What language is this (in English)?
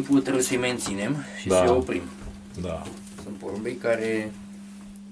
Romanian